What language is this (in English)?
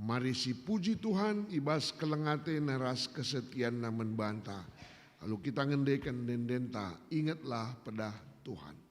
Batak Karo